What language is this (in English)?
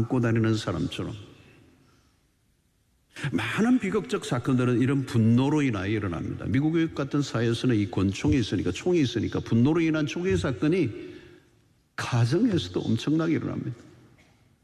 Korean